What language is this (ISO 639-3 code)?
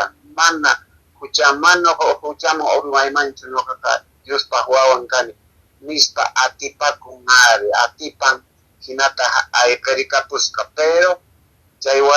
que